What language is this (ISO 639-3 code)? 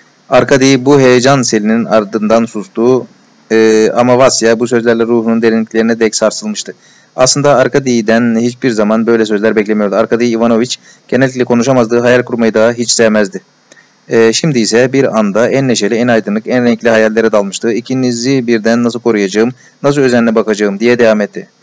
tur